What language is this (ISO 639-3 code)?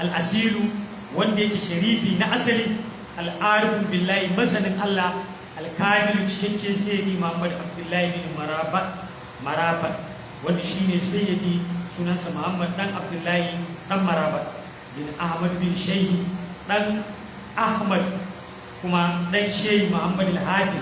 hau